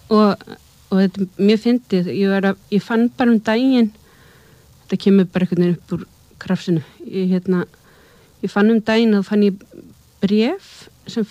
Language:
Icelandic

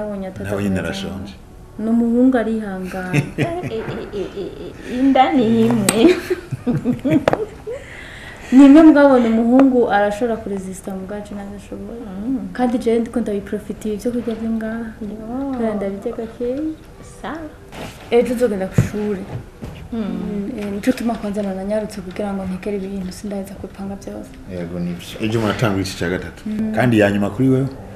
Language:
Rundi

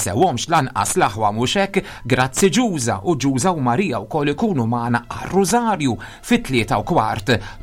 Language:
Maltese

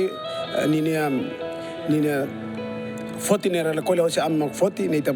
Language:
Tetum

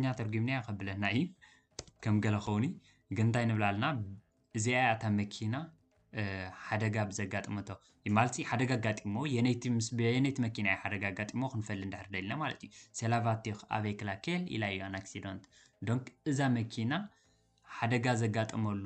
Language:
Tigrinya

